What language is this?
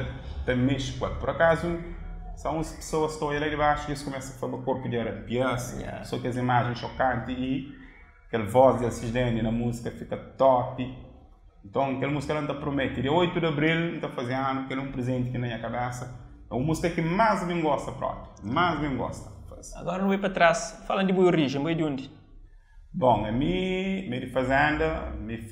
Kabuverdianu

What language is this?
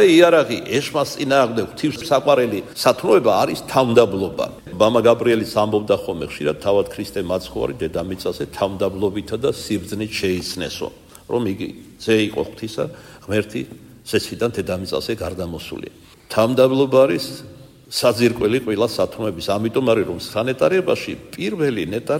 Georgian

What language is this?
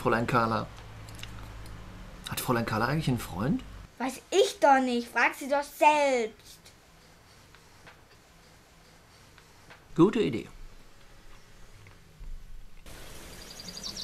German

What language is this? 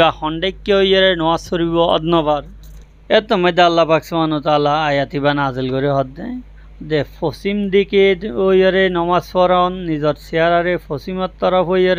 Rohingya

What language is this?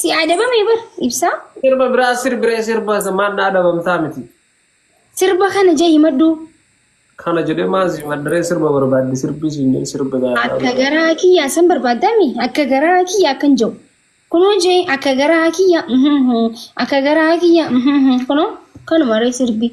Oromo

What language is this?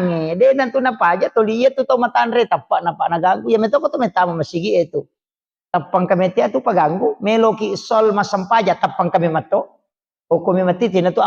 Buginese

